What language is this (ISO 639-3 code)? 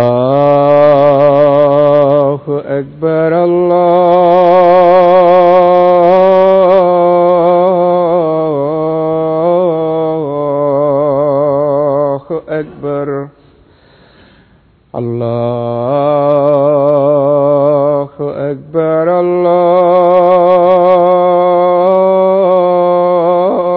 ben